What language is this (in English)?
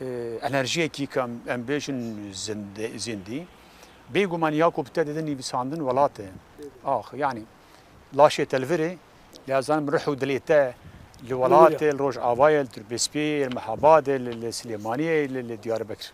Kurdish